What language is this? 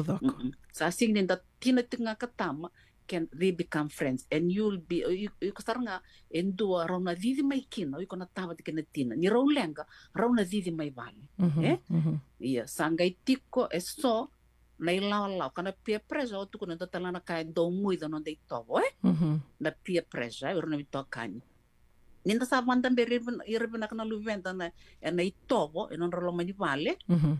Fijian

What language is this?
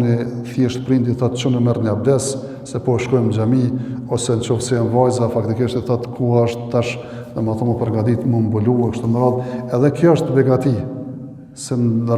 Albanian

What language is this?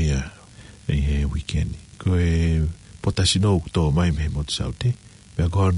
Tongan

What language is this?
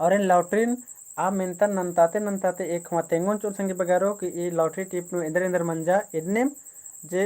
Kurukh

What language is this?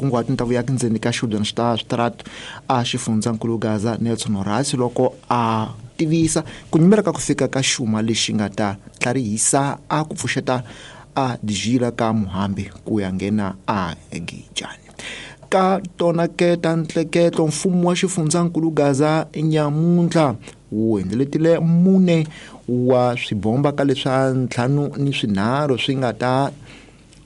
Tsonga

